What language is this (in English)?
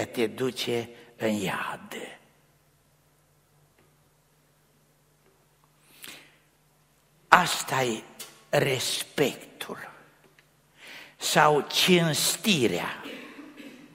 Romanian